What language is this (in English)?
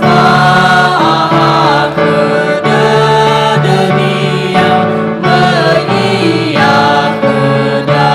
Nias